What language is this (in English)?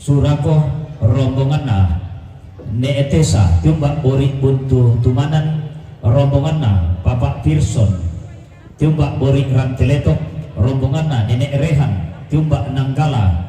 Toraja-Sa'dan